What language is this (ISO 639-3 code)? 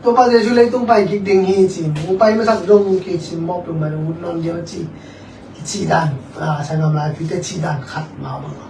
ctd